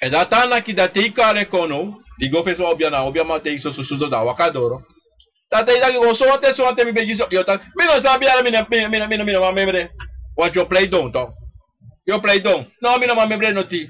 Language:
Sranan Tongo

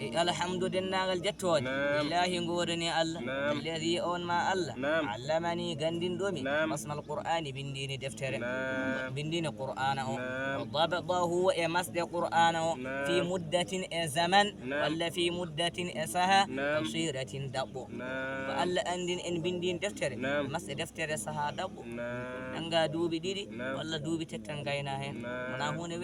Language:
Fula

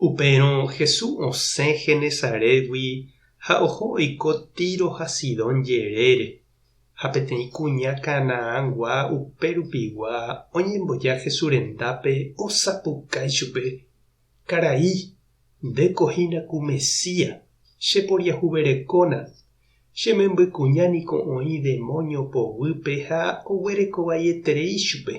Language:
Guarani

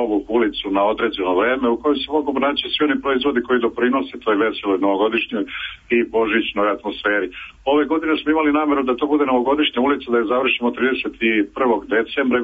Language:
Serbian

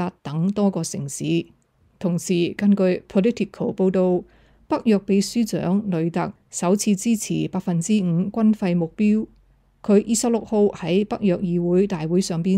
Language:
Cantonese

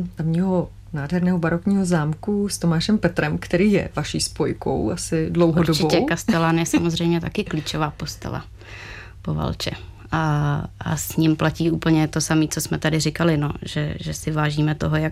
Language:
Czech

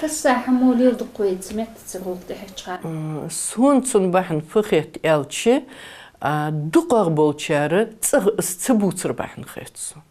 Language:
Ingush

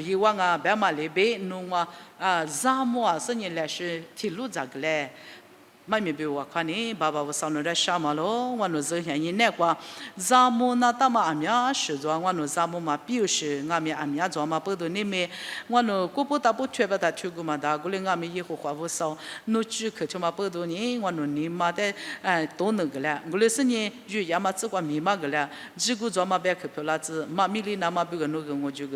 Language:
Lisu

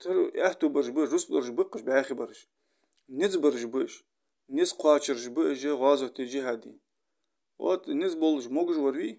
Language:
Ingush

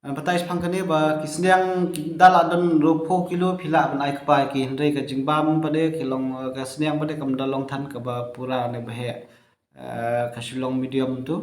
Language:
Khasi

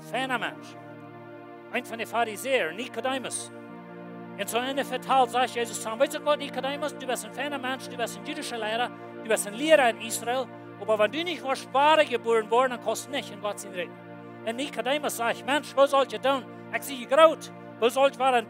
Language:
Plautdietsch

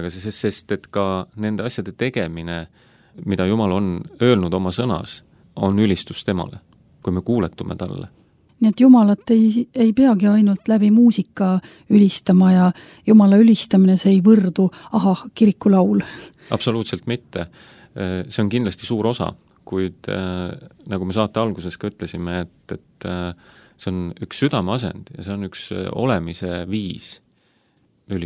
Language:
Estonian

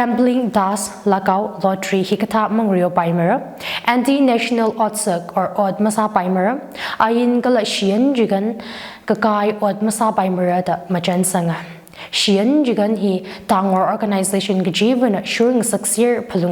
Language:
Tangkhul Naga (India)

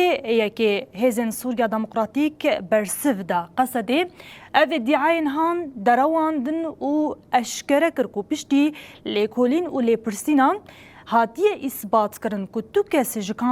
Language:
Kurdish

